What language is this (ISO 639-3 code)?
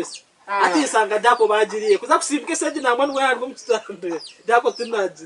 nyn